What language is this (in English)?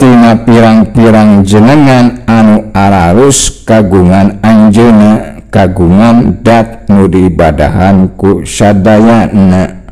Sundanese